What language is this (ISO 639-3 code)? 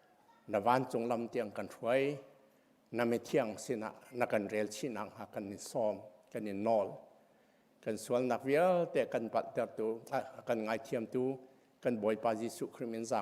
cnh